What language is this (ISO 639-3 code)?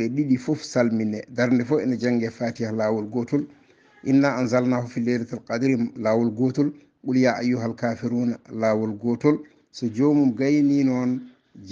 ful